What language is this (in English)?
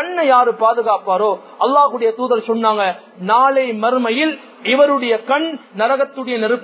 Tamil